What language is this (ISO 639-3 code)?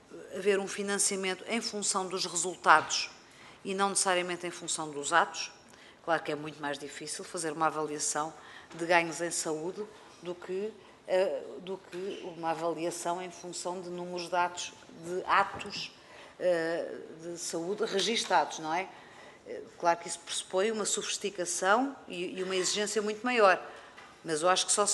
por